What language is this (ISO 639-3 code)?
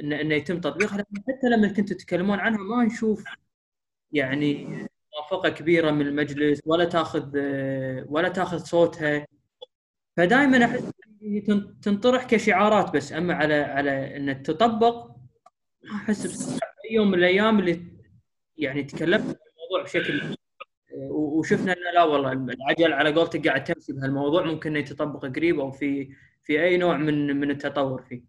afb